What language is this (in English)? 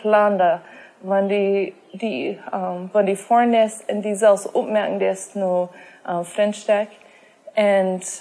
Plautdietsch